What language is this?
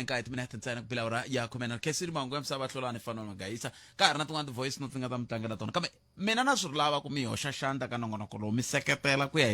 Tsonga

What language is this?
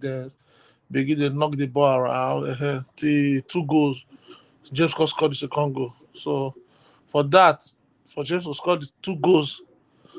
Nigerian Pidgin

